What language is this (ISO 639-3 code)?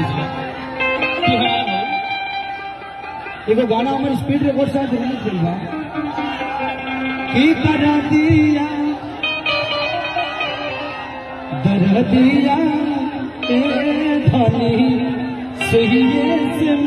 bho